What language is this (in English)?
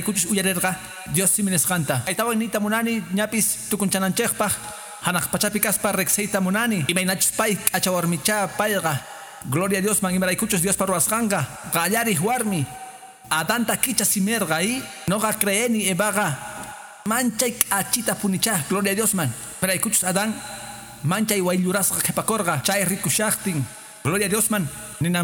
Quechua